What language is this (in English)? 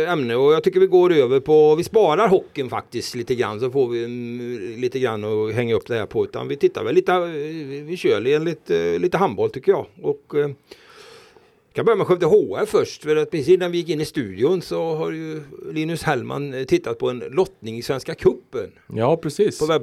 Swedish